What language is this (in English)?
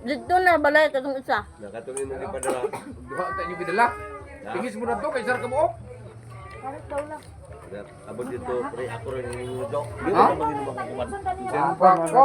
Cebuano